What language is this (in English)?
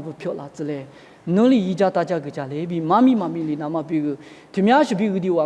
Lisu